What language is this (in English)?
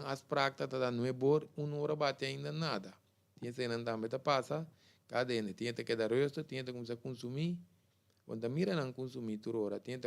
Papiamento